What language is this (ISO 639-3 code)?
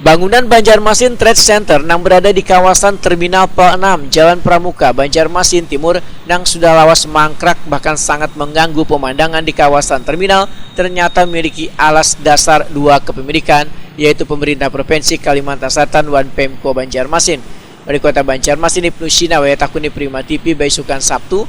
bjn